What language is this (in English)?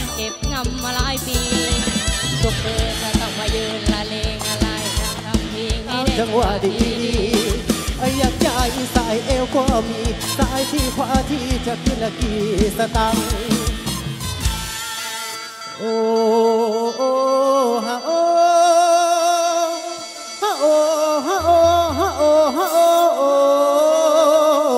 Thai